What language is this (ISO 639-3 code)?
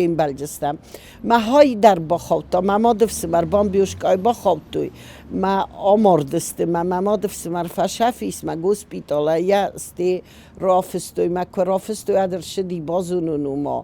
oss